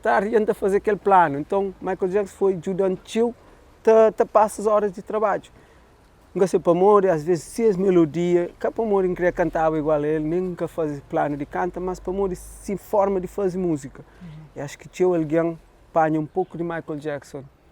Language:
Kabuverdianu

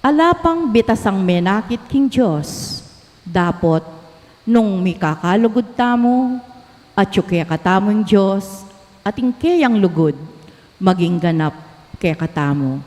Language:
Pampanga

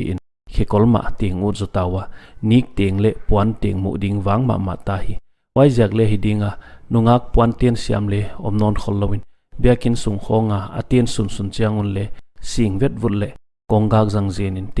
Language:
Paite Chin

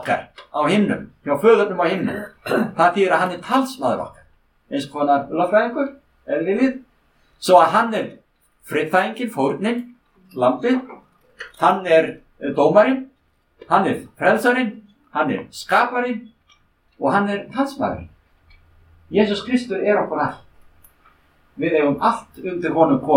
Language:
Icelandic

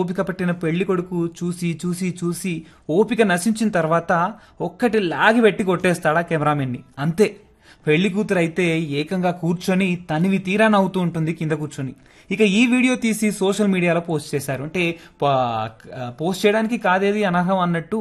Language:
Telugu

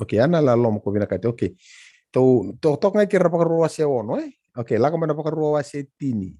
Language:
Fijian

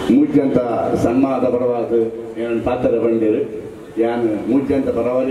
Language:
Tulu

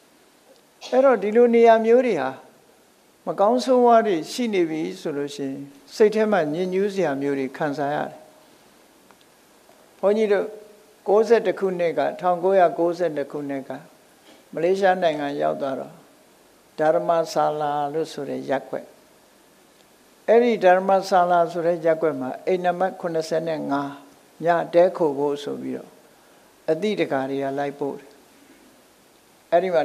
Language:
Burmese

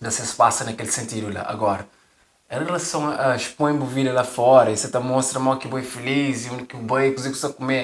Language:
Kabuverdianu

